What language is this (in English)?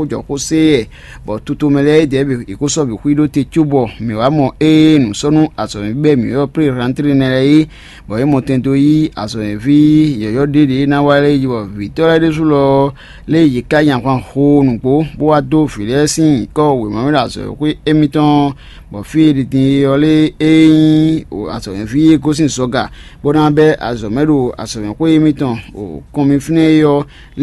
Fon